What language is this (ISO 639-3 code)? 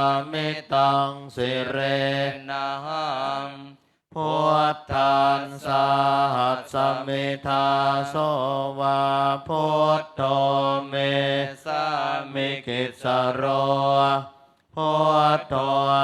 pli